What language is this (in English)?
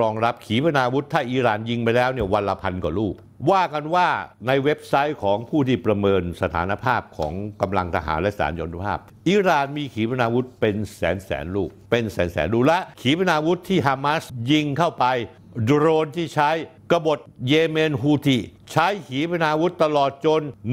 Thai